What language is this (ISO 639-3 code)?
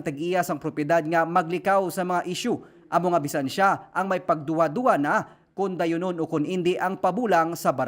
hil